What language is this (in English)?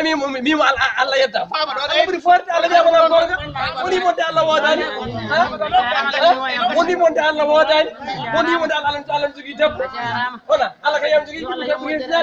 Fula